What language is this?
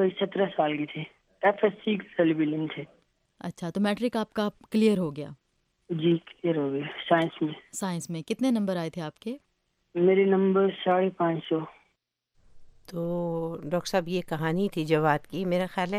Urdu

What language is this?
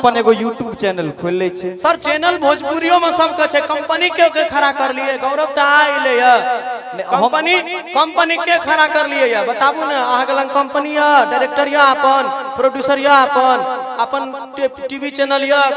Maithili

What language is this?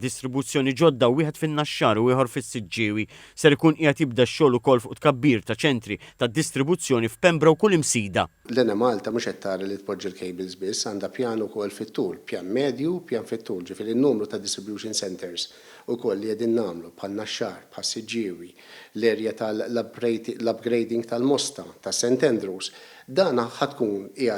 Maltese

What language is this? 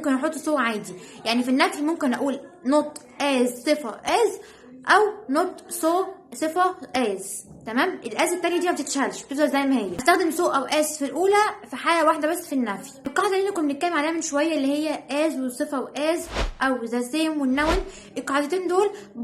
Egyptian Arabic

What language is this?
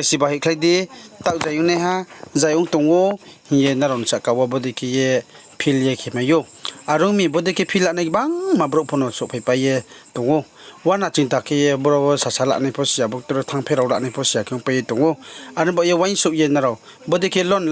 Riang (India)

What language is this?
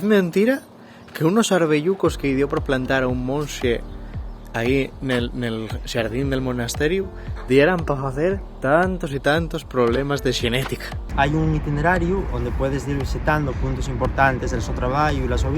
Asturian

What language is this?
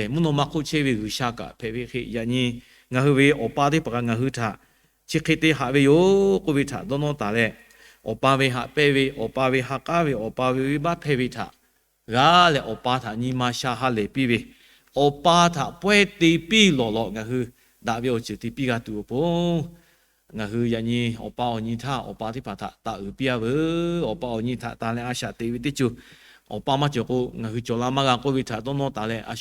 Lahu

